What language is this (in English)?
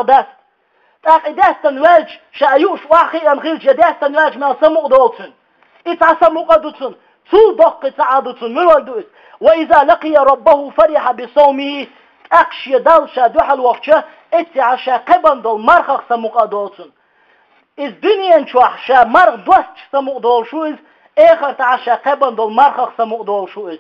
Chechen